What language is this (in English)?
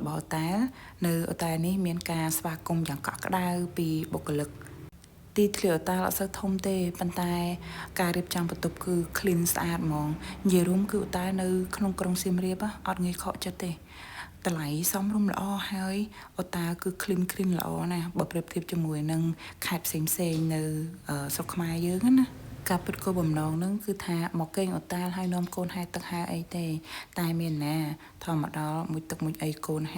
Khmer